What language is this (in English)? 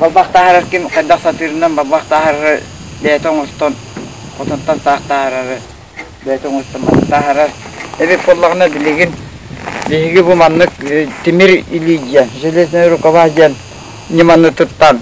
Yakut